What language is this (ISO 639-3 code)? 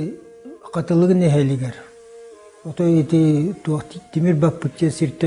sah